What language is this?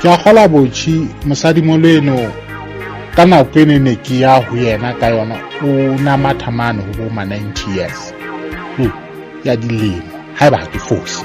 Southern Sotho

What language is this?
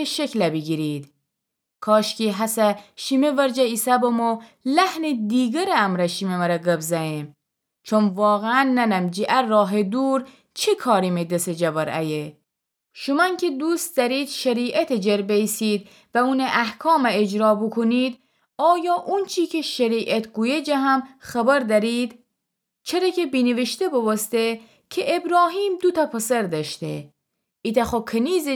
Gilaki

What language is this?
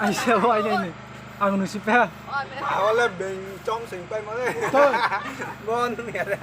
Riang (India)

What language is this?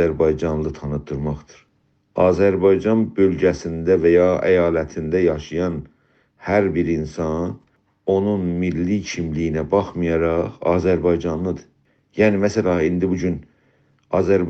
South Azerbaijani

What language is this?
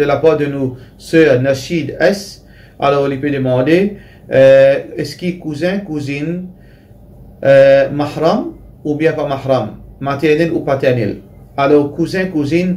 Morisyen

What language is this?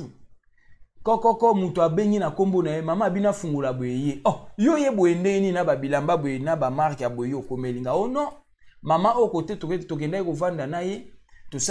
Lingala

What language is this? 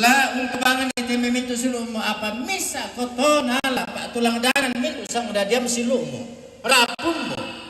Toraja-Sa'dan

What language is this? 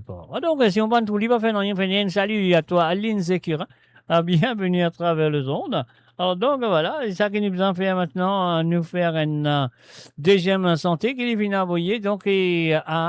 Morisyen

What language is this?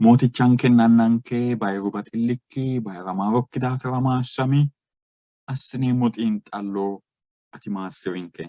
Sidamo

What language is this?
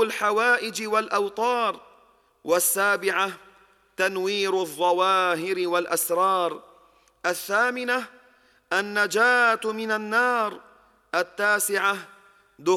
Arabic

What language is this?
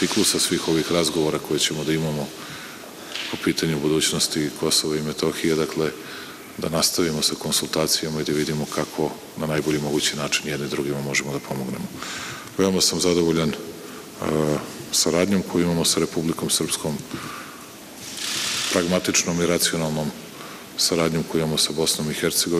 Serbian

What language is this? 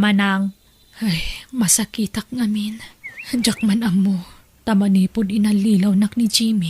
Iloko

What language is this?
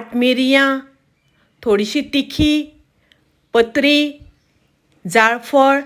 Konkani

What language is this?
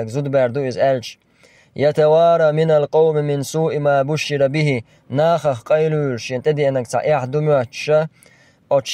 Chechen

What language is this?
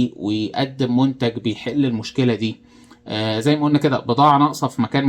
Egyptian Arabic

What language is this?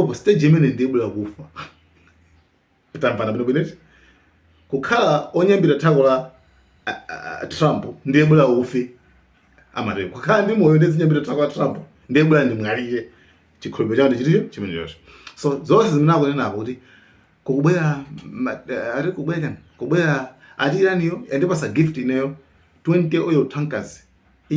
Nyanja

